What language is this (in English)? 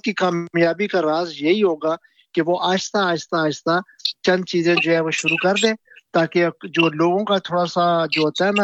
Urdu